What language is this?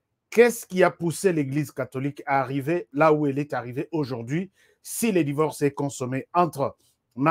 French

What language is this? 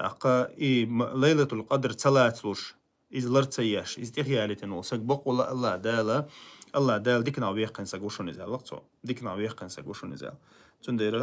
Chechen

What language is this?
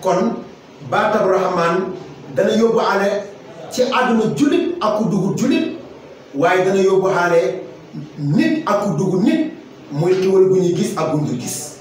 Wolof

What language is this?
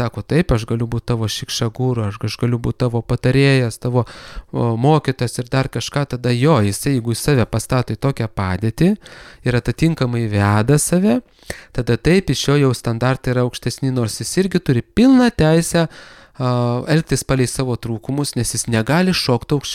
Lithuanian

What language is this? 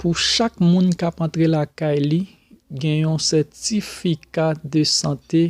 Haitian Creole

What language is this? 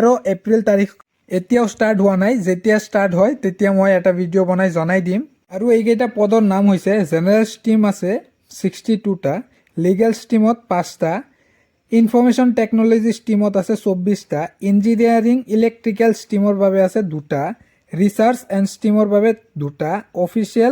Assamese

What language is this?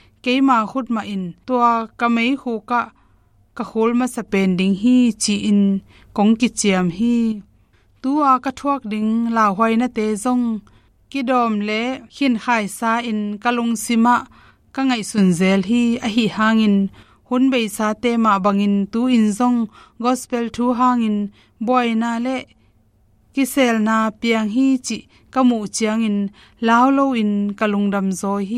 Tedim Chin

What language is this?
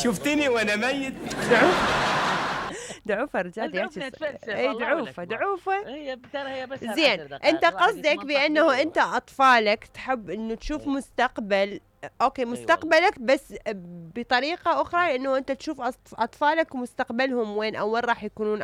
Mesopotamian Arabic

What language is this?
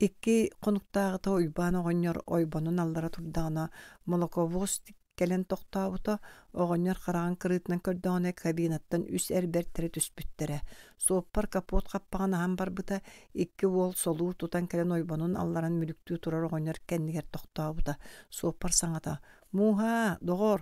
Yakut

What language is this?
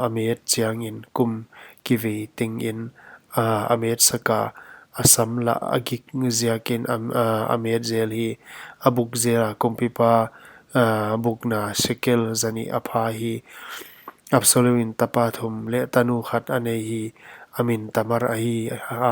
Paite Chin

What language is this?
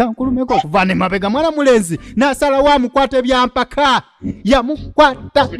Ganda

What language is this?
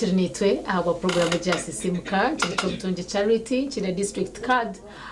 Nyankole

